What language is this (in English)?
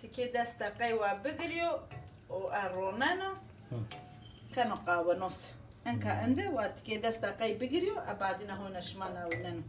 Zaza